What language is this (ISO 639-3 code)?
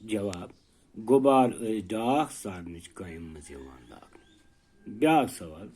kas